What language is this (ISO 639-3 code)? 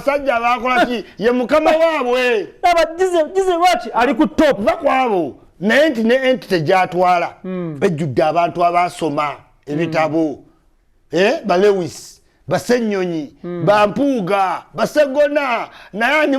lug